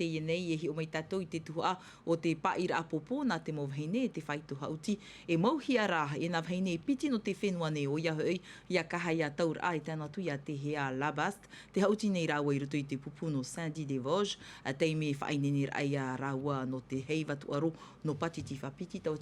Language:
Tahitian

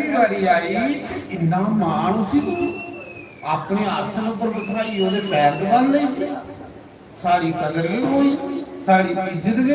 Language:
Dogri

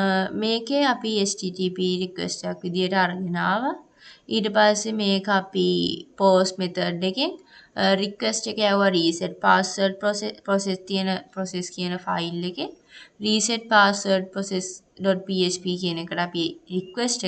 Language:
Sinhala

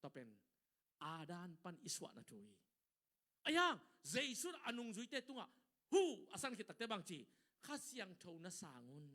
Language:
Tedim Chin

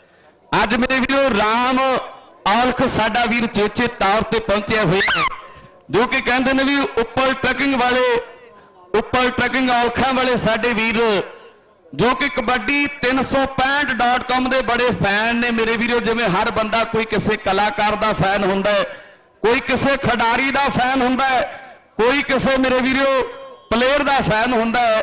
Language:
Punjabi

